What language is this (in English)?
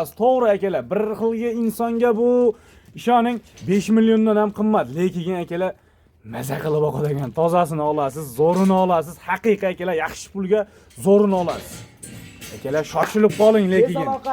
Uzbek